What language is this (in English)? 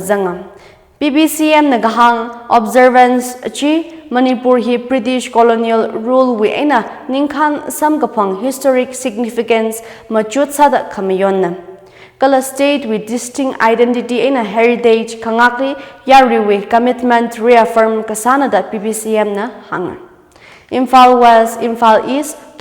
Tangkhul Naga (India)